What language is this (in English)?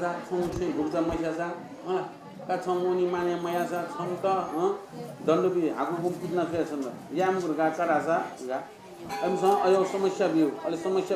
Newari